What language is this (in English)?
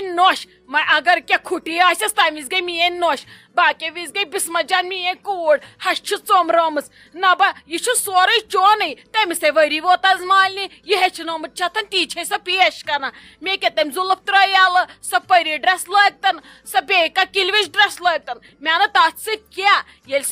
Kashmiri